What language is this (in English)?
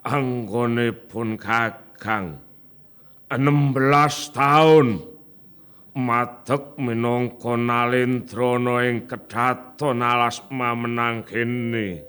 Javanese